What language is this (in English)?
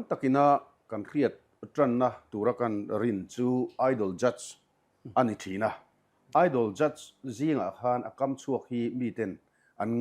Mizo